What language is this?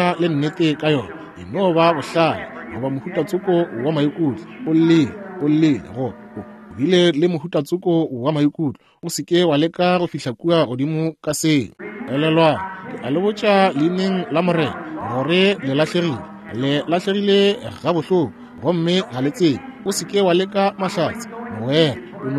Northern Sotho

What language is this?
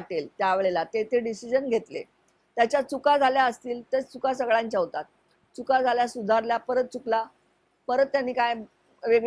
Marathi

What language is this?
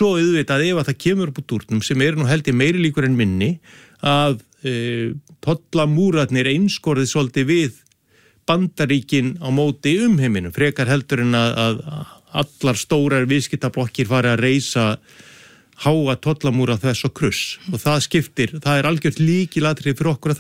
Icelandic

